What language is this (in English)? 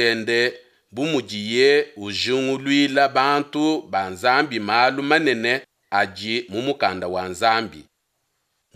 Luba-Lulua